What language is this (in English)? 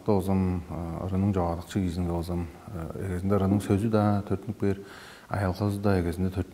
Tuvinian